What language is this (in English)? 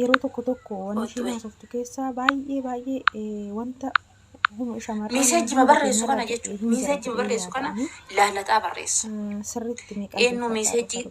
Oromo